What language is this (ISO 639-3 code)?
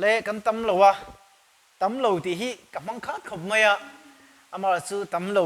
lus